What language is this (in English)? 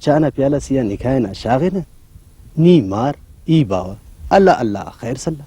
Brahui